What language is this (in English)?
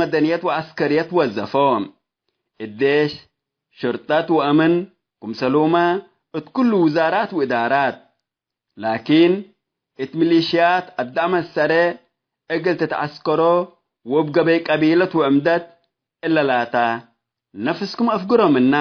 Tigre